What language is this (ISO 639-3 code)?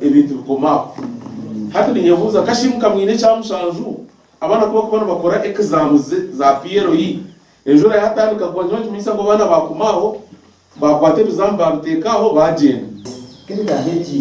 nyn